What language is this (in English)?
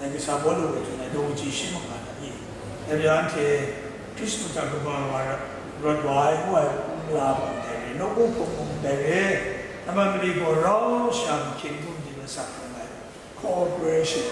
Kachin